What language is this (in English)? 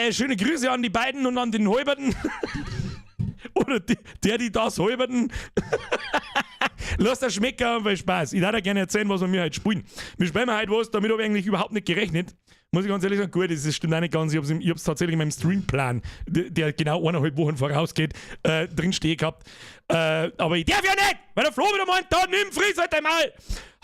Bavarian